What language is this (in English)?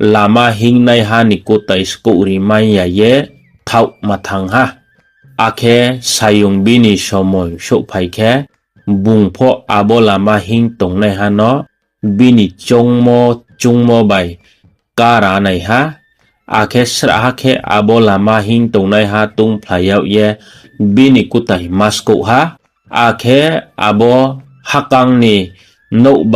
Riang (India)